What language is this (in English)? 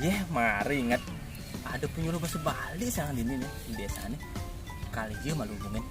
Balinese